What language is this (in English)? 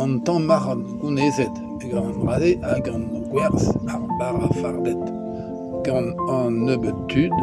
Breton